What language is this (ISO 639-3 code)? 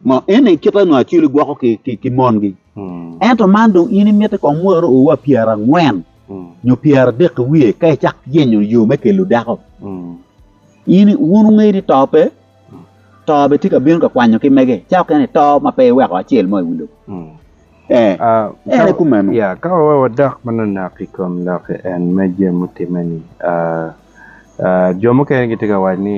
ach